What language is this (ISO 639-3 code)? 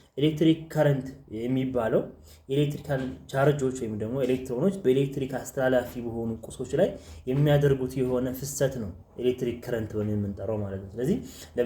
amh